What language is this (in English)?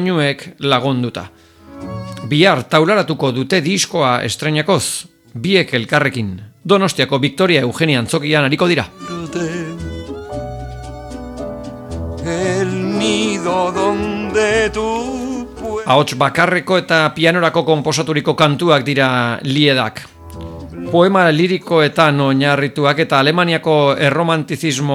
Basque